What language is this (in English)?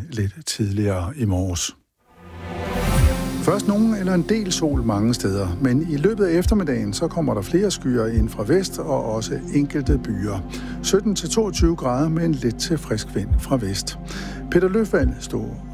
Danish